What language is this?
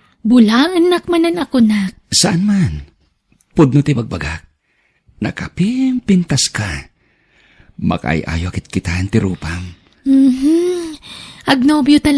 Iloko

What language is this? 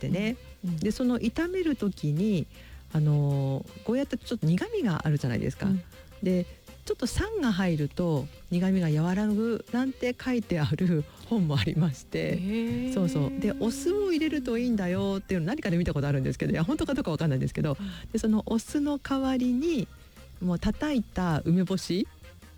Japanese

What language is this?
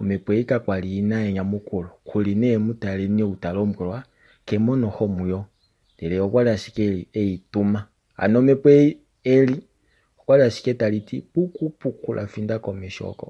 Kuanyama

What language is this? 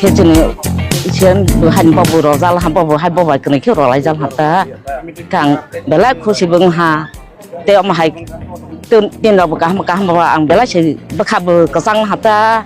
Riang (India)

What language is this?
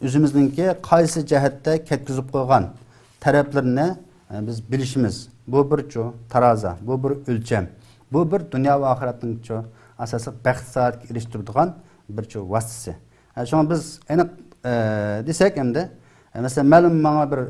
Uyghur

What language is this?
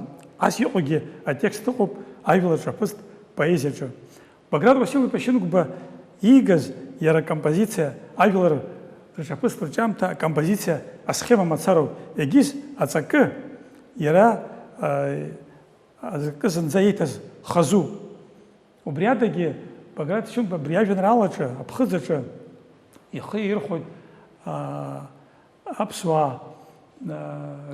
Abkhazian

